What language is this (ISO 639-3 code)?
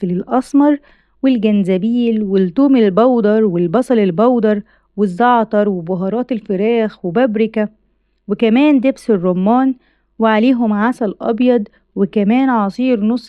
arz